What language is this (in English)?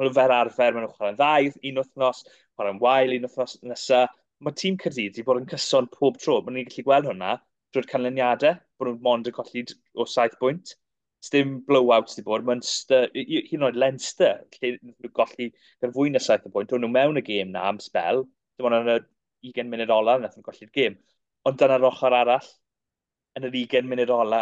Welsh